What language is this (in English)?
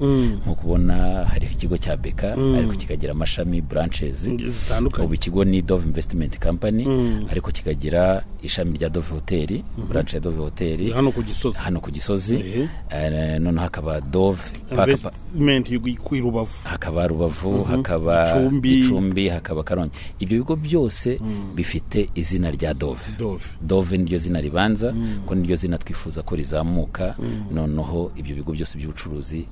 Kinyarwanda